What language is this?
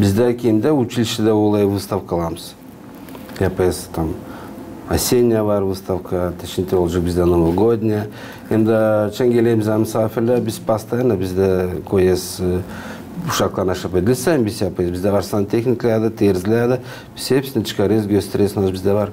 Gagauz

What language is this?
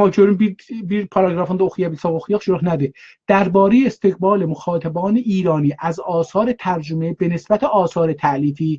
South Azerbaijani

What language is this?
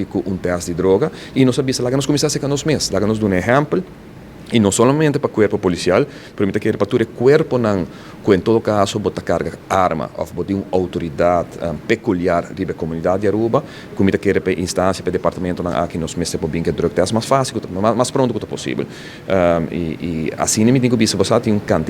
Papiamento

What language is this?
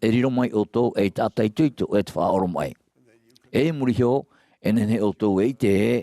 Tahitian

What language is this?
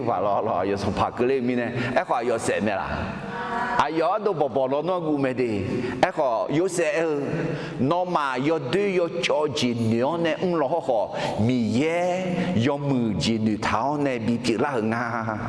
Akha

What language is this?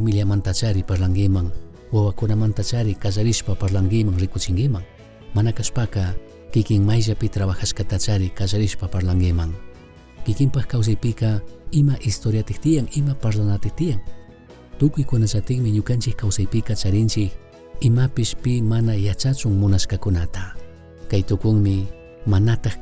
Chimborazo Highland Quichua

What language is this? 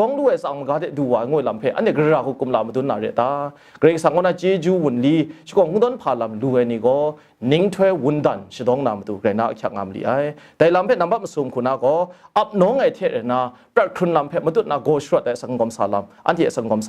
Kachin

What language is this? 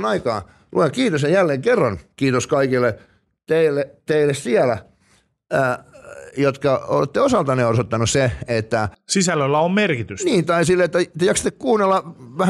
Finnish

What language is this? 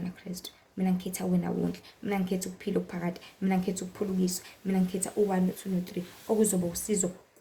Zulu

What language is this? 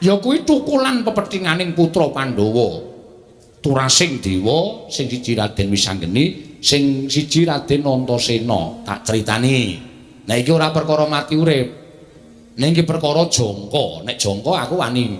Javanese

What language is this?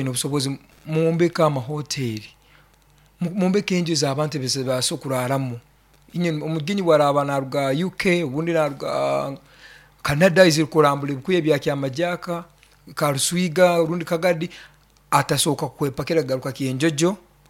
Nyoro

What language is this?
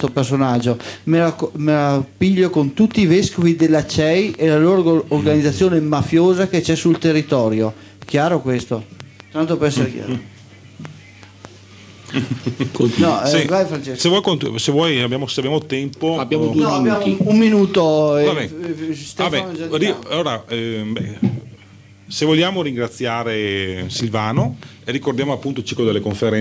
Italian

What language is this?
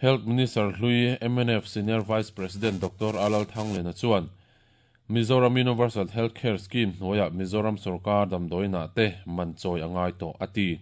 Mizo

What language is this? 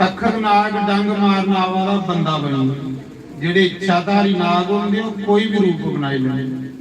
Dogri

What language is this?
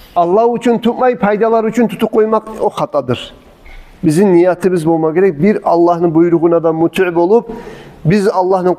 Kumyk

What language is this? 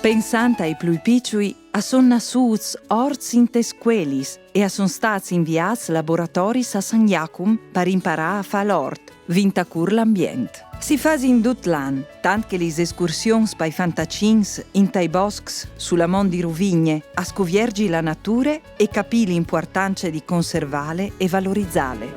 Friulian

